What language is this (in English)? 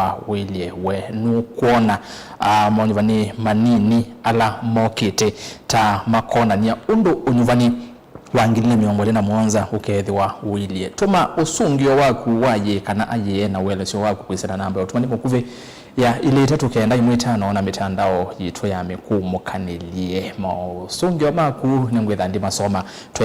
Kamba